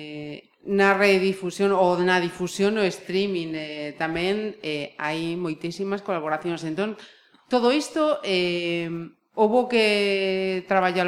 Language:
Galician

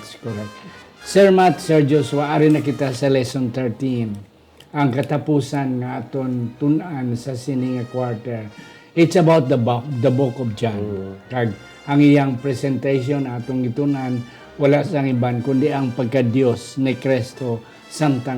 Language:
Hiligaynon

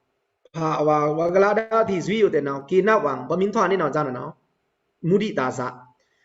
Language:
Pa'o Karen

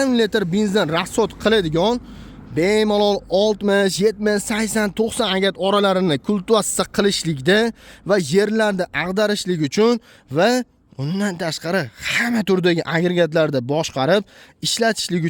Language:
Uzbek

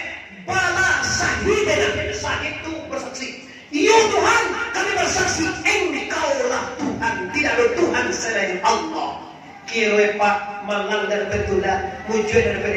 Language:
Minangkabau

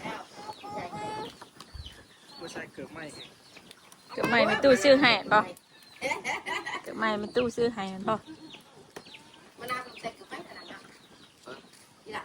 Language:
Northeastern Thai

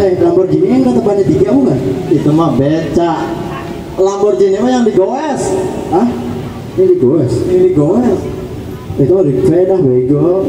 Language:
Betawi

